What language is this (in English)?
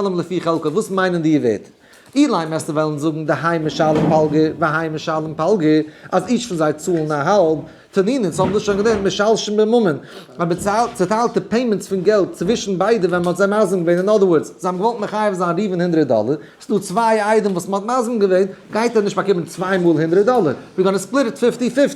Yiddish